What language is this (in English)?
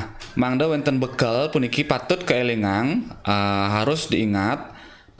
Balinese